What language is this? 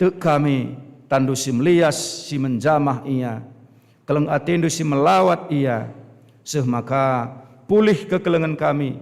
Batak Karo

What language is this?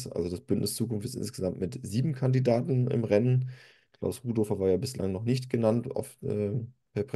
German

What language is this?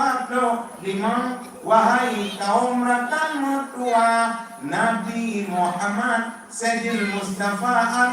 Achinese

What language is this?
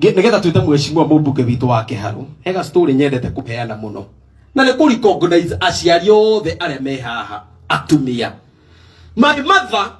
Kikuyu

